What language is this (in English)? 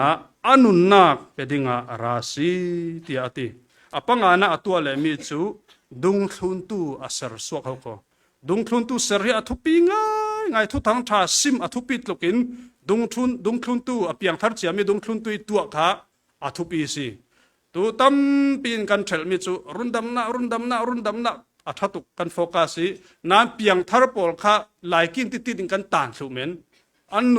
Falam Chin